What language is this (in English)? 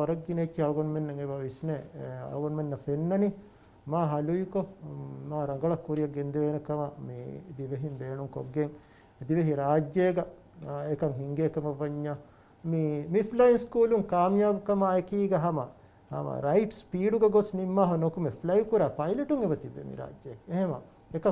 Divehi